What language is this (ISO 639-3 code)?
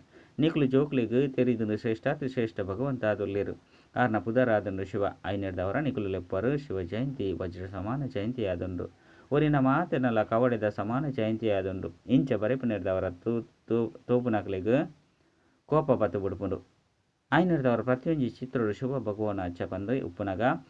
tcy